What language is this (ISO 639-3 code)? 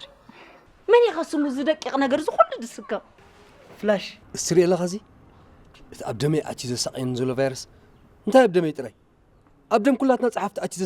tir